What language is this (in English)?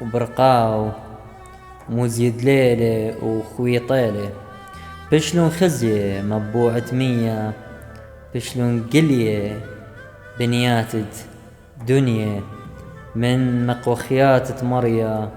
Assyrian Neo-Aramaic